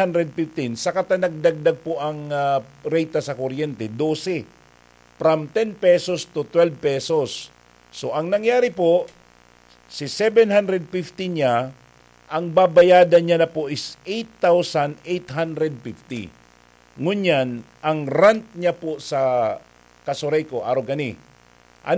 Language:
Bikol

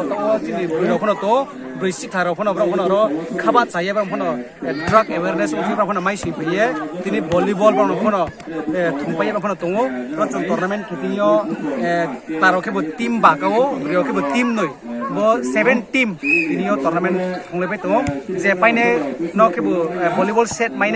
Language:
Riang (India)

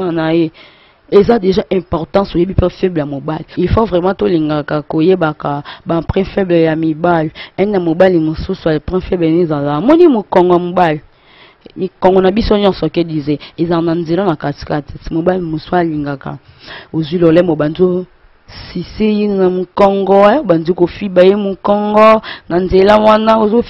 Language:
Lingala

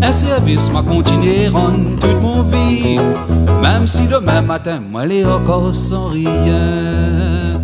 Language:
Réunion Creole French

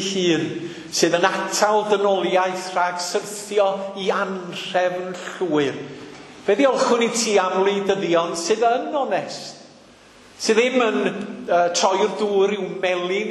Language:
Welsh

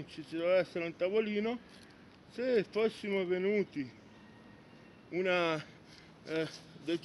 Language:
Italian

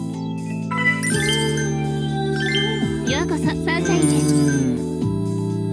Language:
Japanese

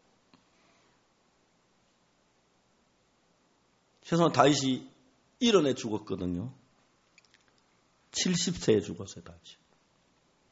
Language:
Korean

